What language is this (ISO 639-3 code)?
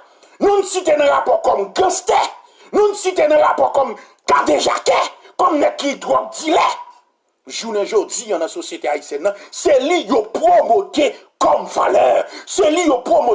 hat